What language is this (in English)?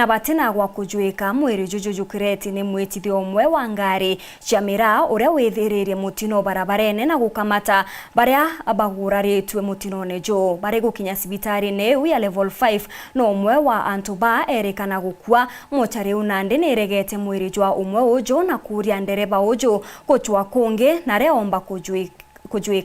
Meru